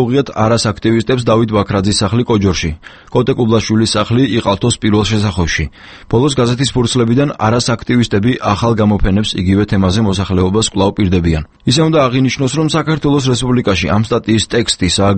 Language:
Georgian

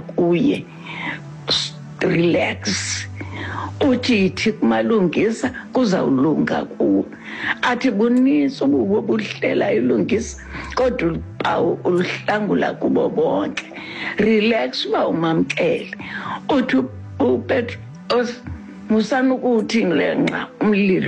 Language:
Xhosa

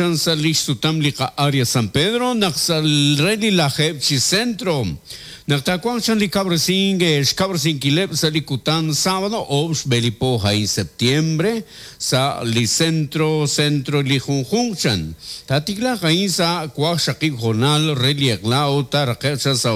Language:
Kekchí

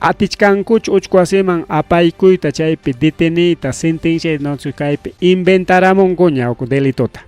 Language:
Ayacucho Quechua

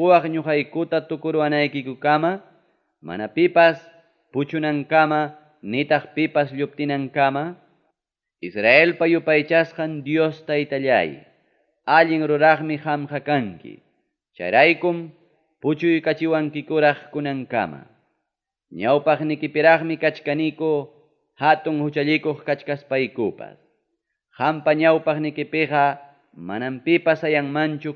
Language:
Ayacucho Quechua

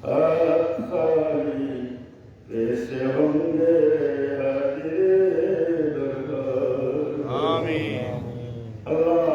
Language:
Sylheti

